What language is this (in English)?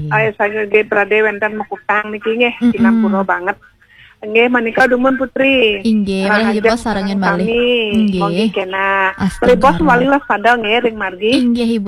Balinese